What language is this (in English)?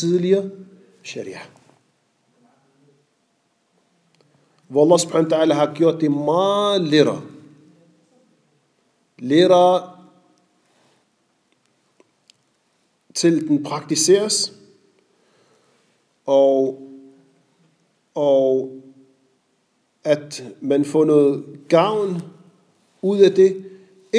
Danish